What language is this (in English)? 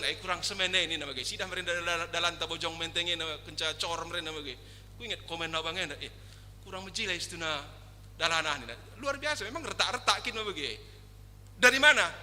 Batak Karo